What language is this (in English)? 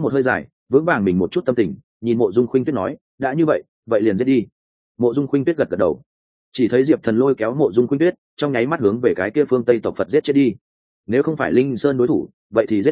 Vietnamese